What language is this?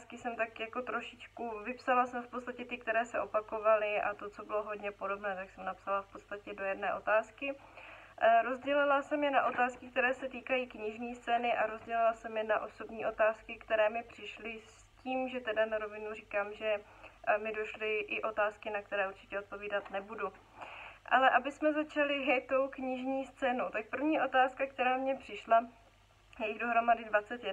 Czech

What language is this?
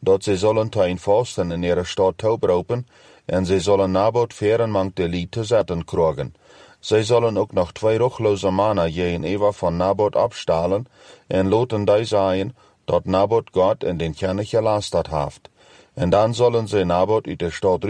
Plautdietsch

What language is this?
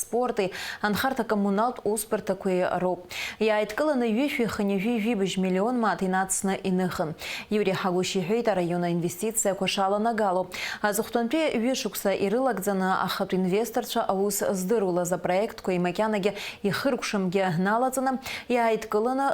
Abkhazian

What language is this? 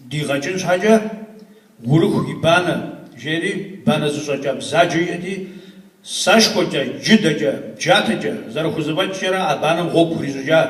Kabardian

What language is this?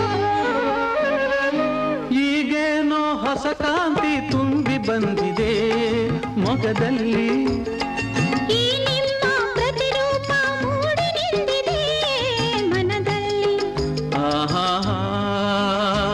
Kannada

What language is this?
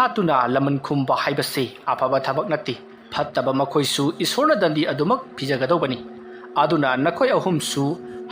Manipuri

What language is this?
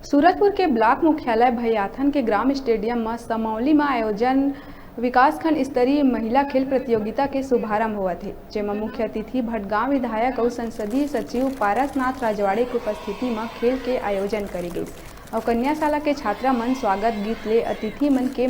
Chhattisgarhi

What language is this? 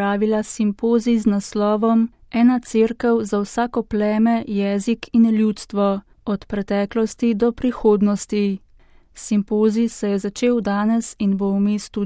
Slovenian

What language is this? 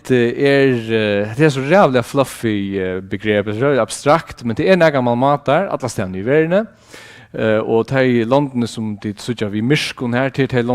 Faroese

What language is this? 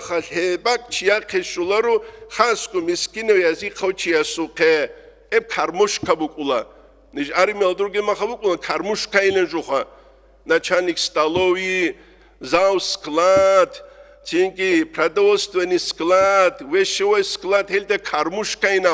Avaric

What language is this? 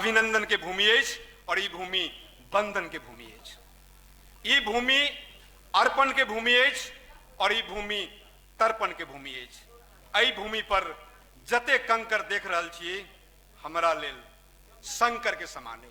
Maithili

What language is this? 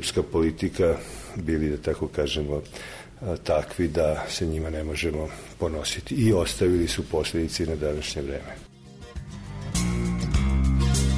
Serbian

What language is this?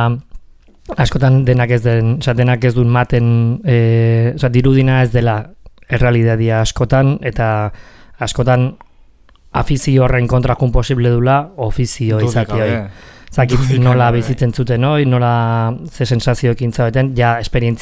Basque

